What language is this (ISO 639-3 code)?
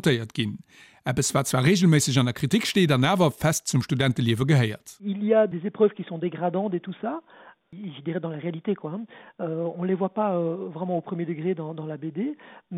ltz